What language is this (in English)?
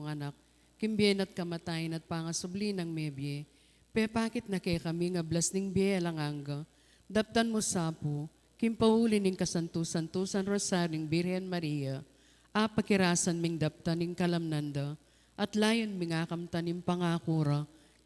Pampanga